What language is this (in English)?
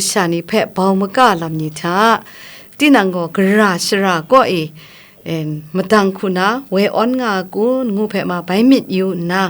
Kachin